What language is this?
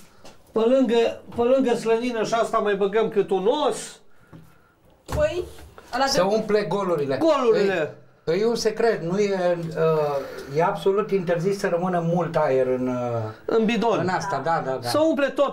Romanian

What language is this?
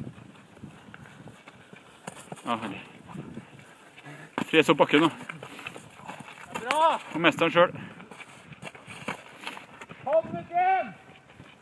Norwegian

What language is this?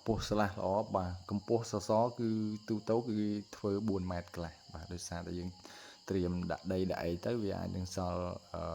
Khmer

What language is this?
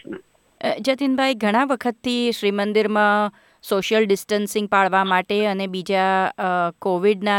Gujarati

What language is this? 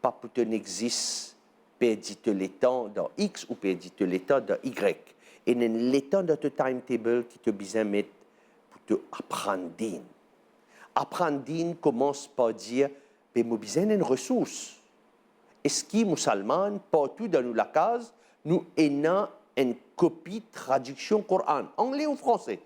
Morisyen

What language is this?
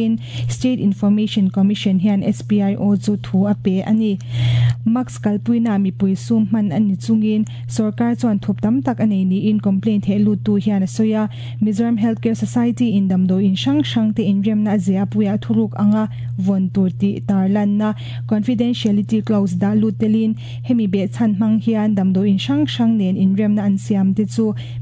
Mizo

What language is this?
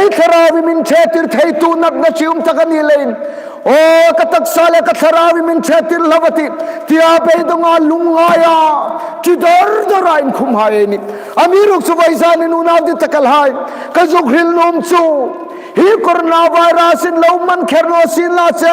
Hmar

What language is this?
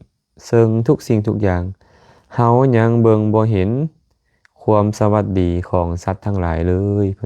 Lao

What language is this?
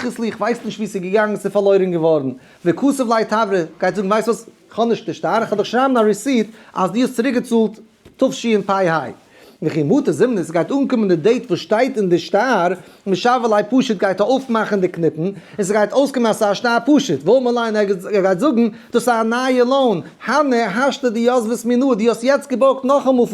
Yiddish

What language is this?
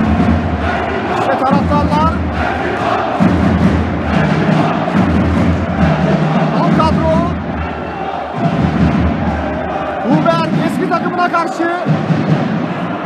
Turkish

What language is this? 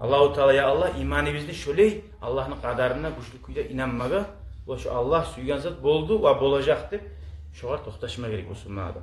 Kumyk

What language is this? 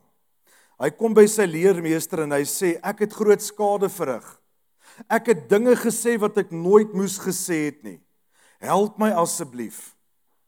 Afrikaans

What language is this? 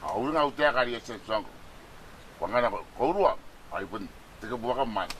Gilbertese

